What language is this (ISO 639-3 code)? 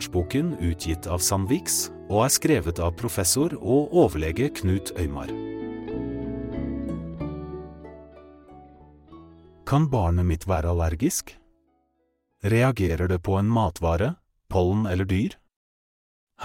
nor